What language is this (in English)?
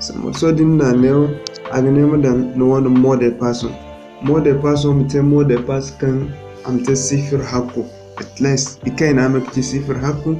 Zarma